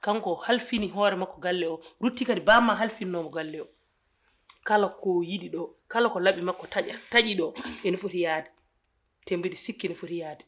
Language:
Fula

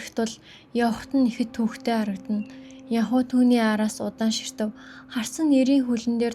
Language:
Mongolian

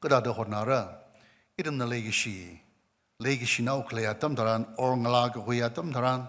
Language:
Tangkhul Naga (India)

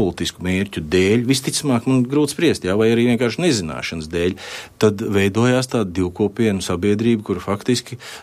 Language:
Latvian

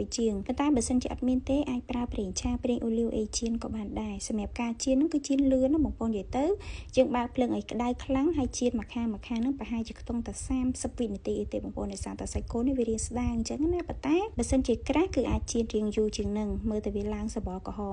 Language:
Khmer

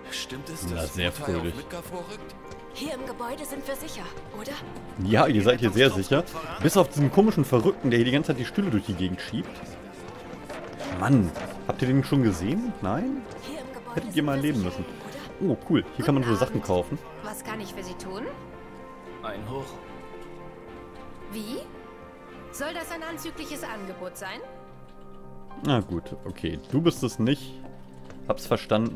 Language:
German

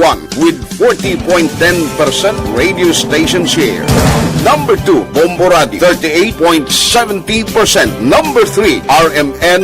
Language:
Hiligaynon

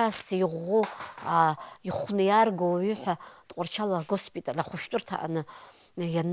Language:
Abkhazian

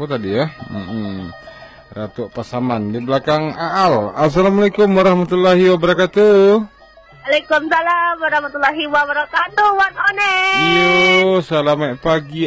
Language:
Minangkabau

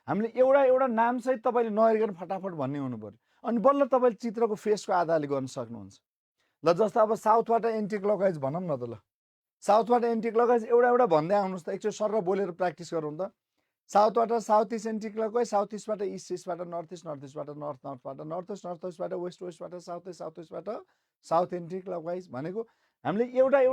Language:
Nepali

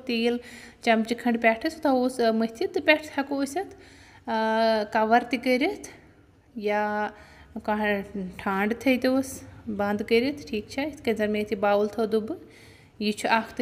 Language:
Kashmiri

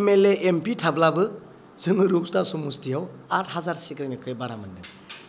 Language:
Bodo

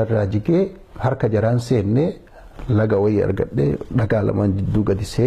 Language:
Oromo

